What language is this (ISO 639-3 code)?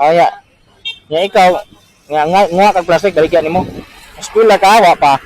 ceb